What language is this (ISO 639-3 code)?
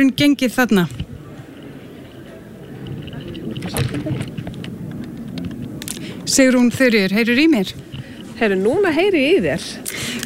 isl